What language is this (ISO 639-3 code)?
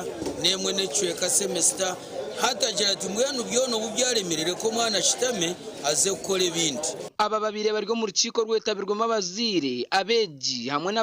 nyn